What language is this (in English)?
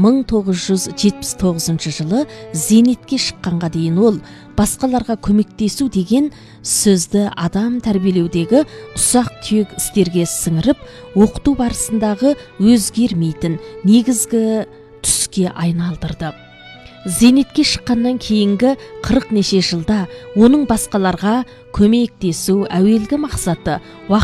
Kazakh